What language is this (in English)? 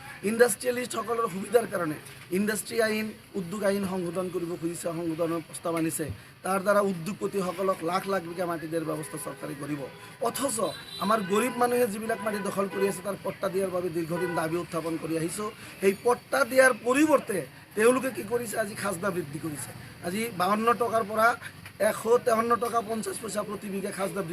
Assamese